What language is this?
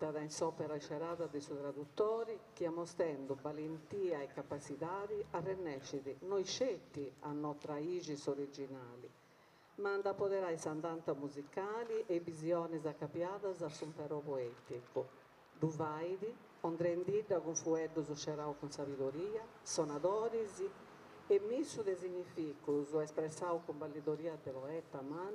Sardinian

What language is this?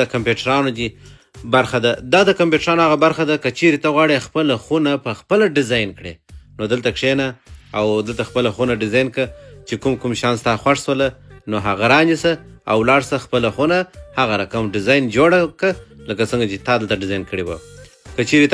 Pashto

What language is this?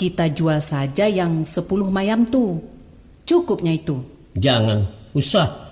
Minangkabau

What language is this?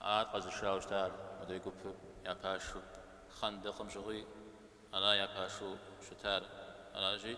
Kabardian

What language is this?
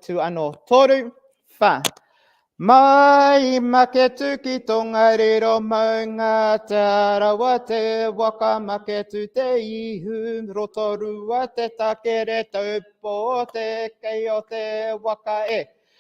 Māori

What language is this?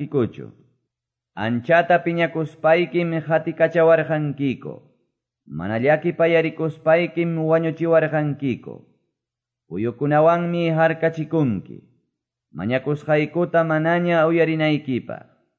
Quechua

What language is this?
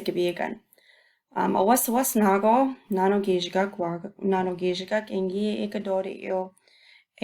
Chippewa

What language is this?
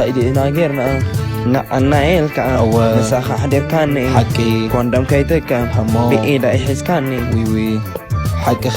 Tigrinya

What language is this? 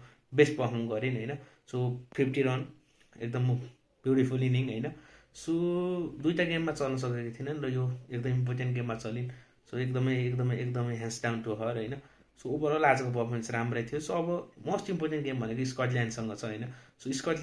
Nepali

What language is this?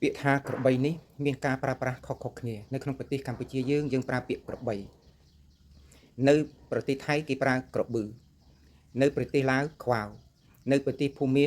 Khmer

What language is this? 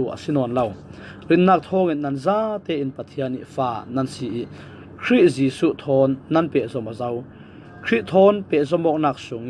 Falam Chin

